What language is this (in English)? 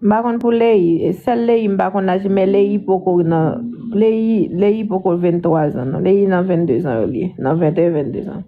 Haitian Creole